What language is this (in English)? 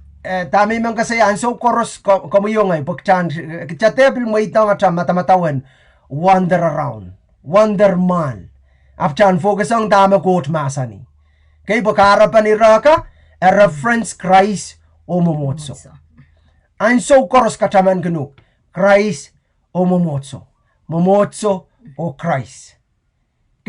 Pohnpeian